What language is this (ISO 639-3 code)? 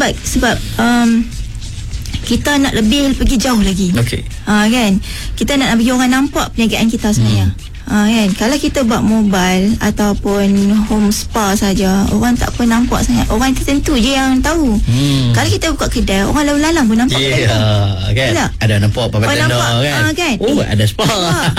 msa